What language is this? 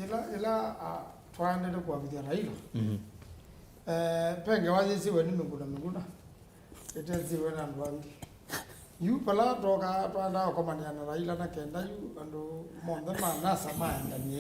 Kamba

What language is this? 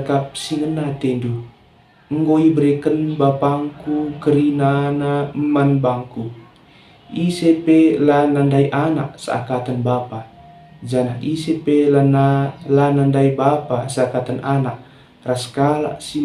Batak Karo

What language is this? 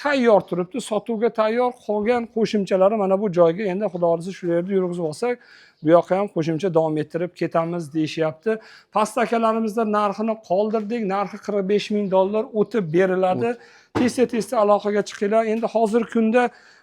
Uzbek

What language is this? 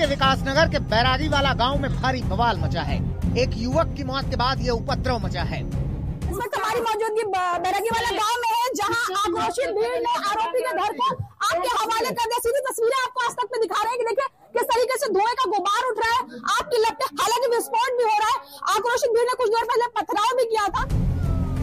Hindi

